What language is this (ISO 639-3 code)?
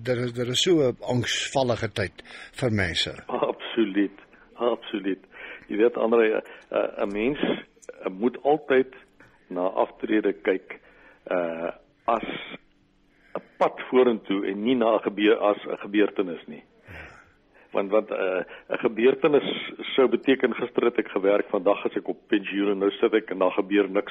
afr